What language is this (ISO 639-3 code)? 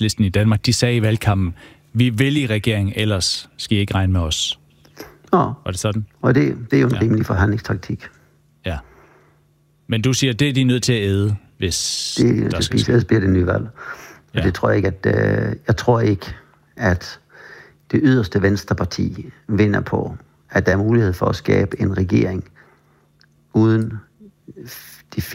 dan